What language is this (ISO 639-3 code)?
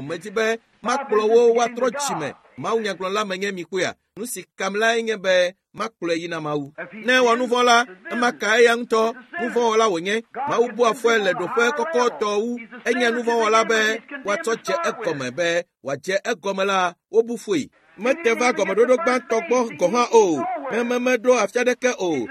ewe